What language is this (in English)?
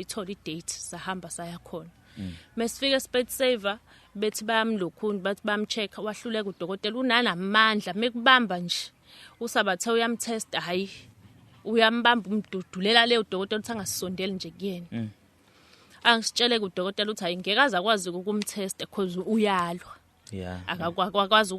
Zulu